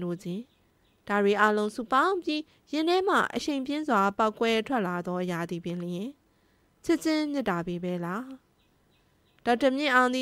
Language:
Burmese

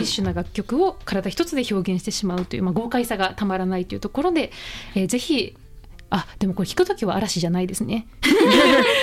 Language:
Japanese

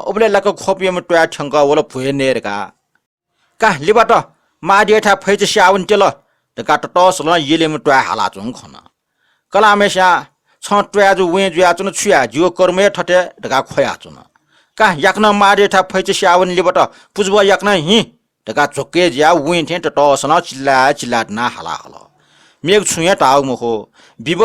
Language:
Newari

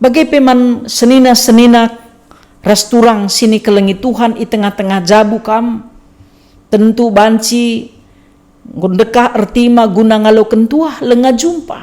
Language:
Batak Karo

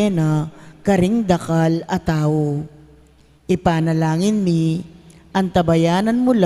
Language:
Pampanga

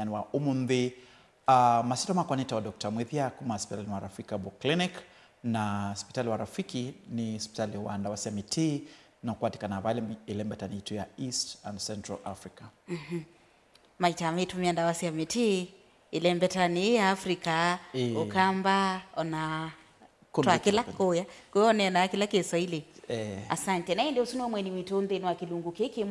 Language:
Kamba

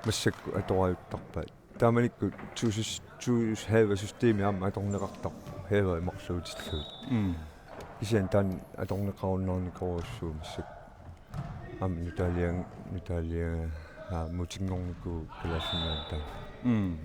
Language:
Kalaallisut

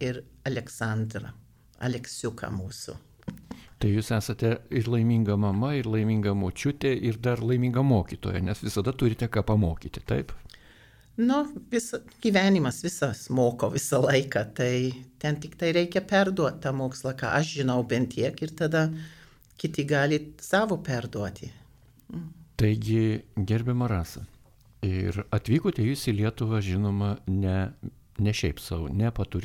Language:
Lithuanian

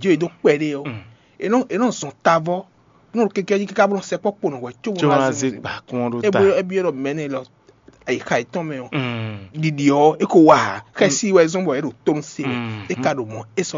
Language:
Fon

